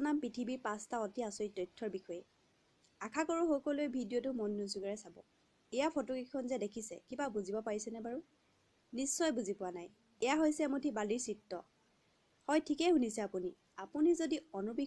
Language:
Assamese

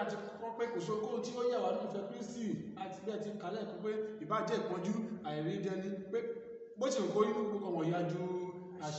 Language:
Yoruba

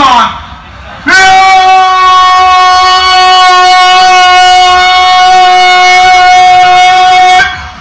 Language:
Malay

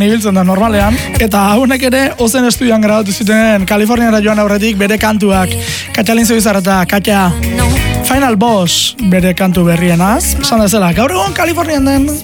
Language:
Basque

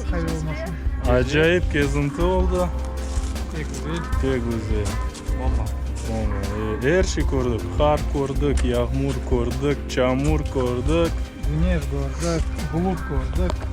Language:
Crimean Tatar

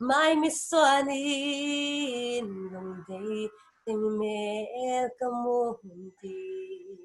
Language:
Paite Chin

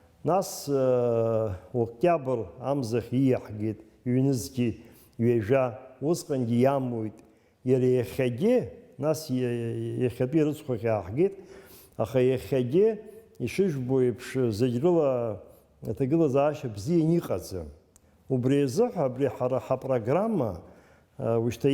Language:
Abkhazian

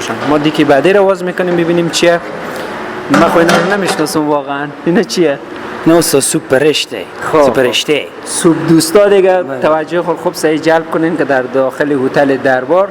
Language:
Persian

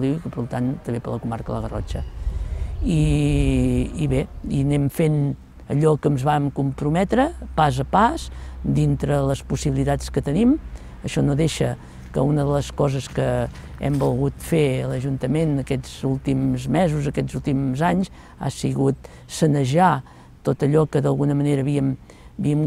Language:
Catalan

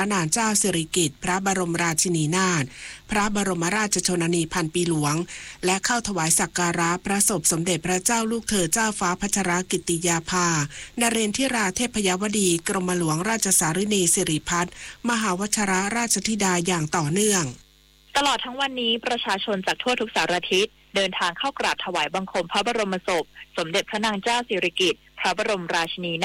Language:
Thai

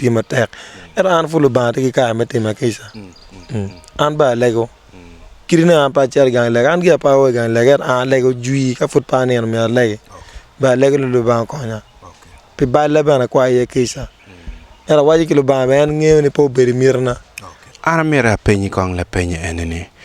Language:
Acoli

